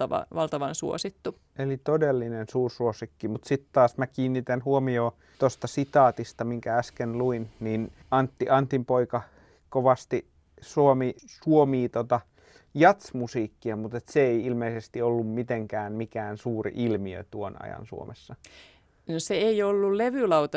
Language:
Finnish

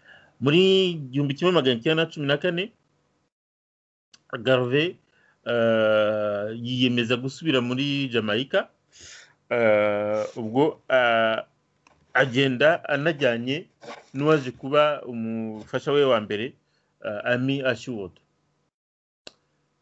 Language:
Kinyarwanda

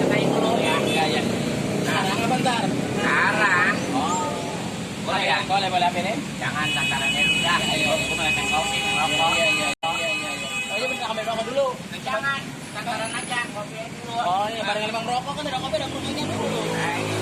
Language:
Betawi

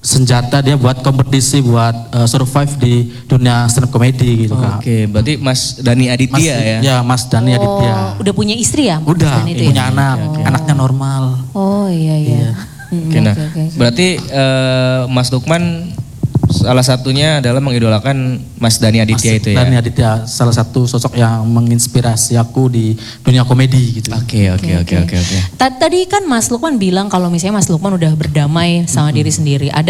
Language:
Indonesian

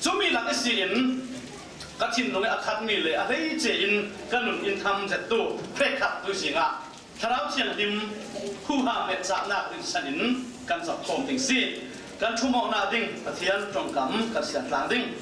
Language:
Falam Chin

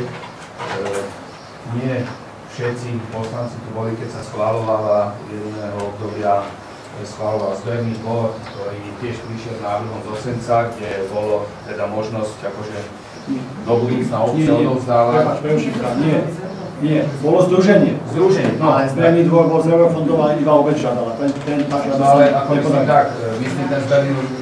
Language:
Slovak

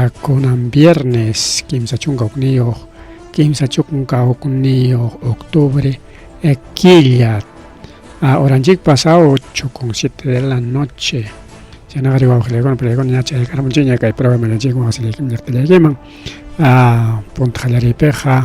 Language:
Ayacucho Quechua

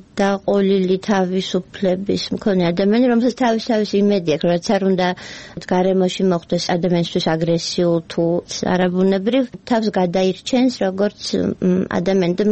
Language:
Georgian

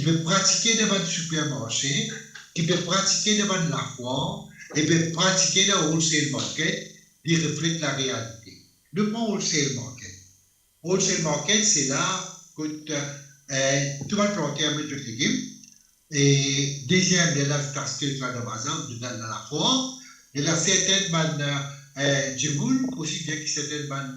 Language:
Morisyen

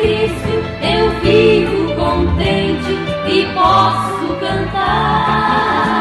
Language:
Portuguese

